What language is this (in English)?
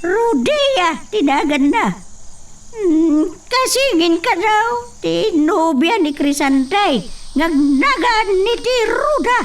Iloko